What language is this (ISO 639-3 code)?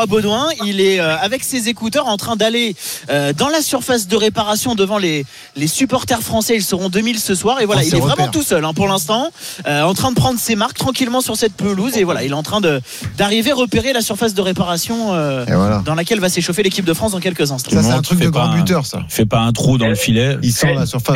fra